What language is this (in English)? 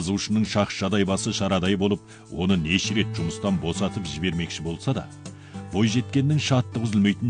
Kazakh